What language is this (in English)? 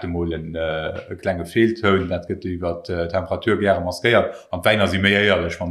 Luxembourgish